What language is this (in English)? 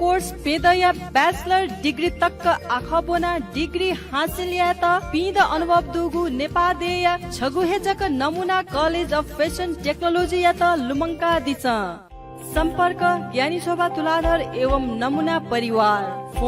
Newari